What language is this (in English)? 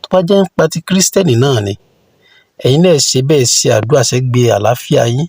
Yoruba